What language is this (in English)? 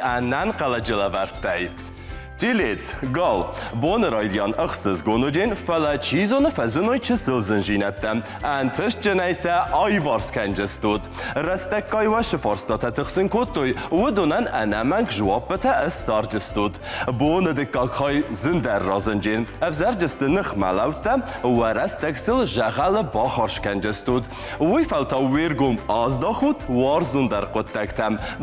Ossetic